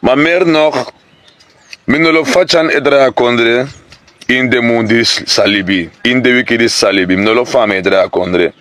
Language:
Sranan Tongo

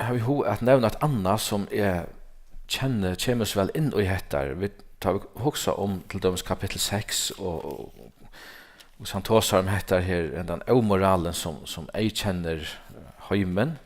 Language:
Faroese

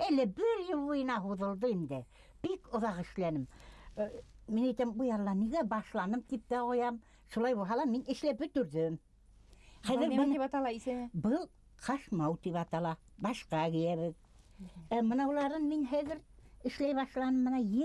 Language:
Bashkir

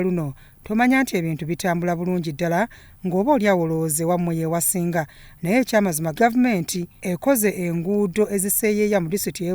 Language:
Ganda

